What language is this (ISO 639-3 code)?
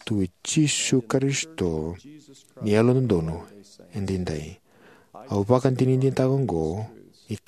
fij